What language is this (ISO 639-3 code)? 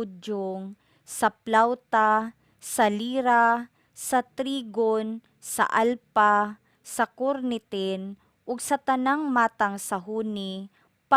ceb